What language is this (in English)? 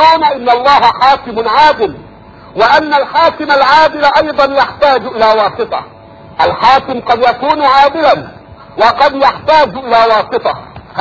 Arabic